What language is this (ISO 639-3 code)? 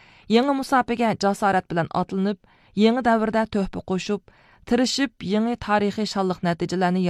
uig